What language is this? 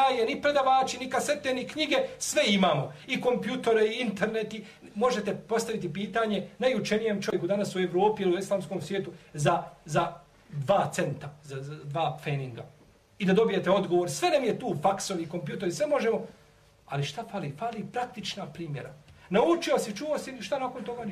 Bosnian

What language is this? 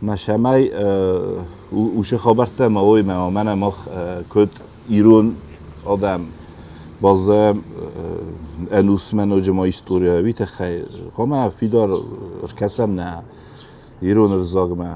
Ossetic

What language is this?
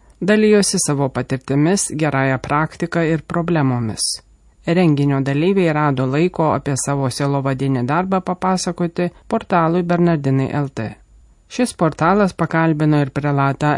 Lithuanian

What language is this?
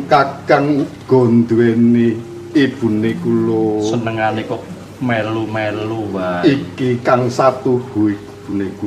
Javanese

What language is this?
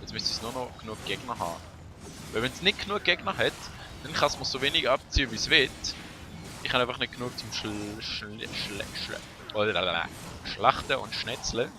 Swiss German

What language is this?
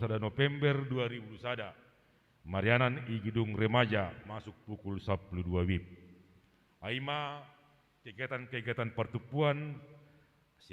Batak Simalungun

